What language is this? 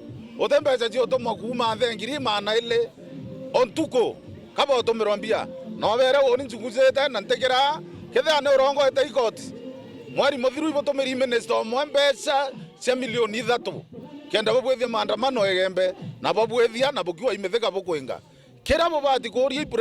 Meru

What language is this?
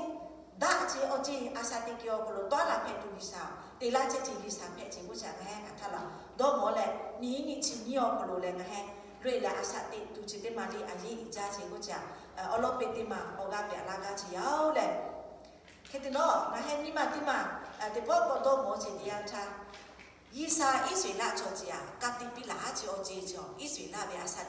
Lahu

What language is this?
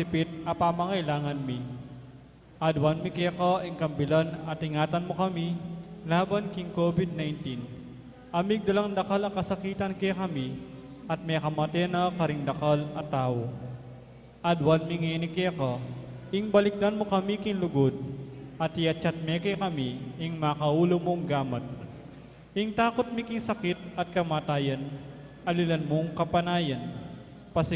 Pampanga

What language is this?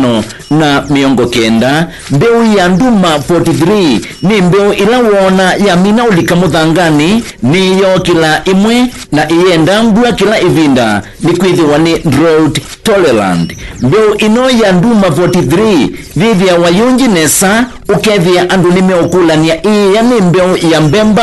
Kamba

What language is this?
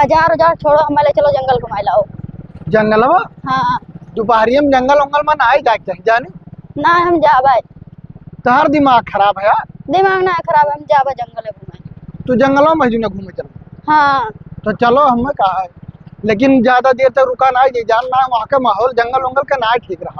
Awadhi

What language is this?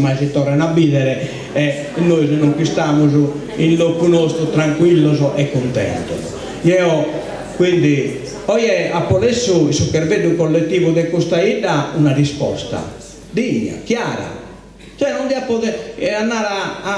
Sardinian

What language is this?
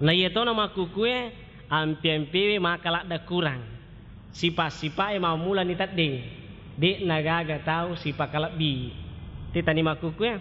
Buginese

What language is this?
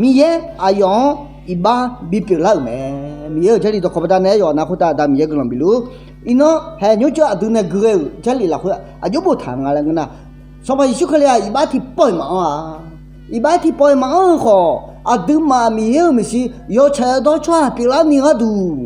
Akha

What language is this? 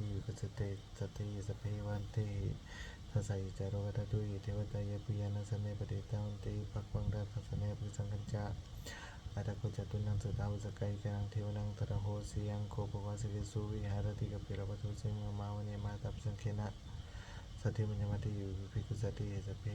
Pali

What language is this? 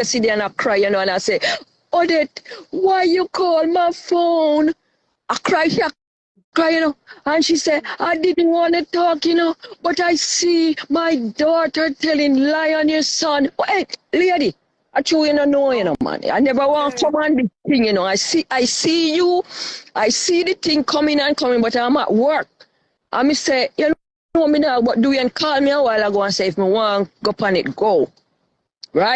Jamaican Creole English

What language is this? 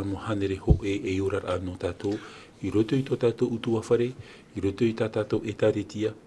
Tahitian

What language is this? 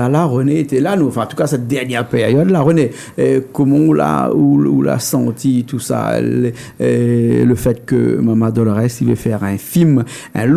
Réunion Creole French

